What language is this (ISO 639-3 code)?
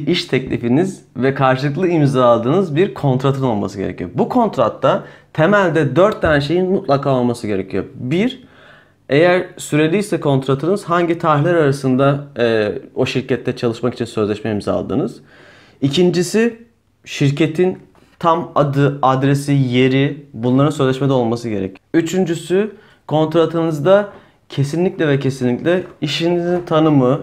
tur